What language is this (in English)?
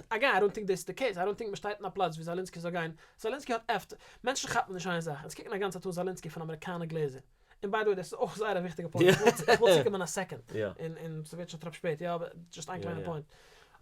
Yiddish